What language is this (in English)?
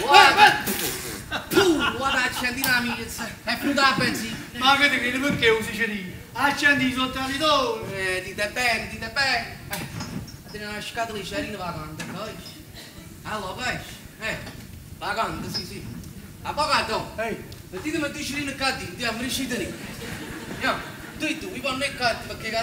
Neapolitan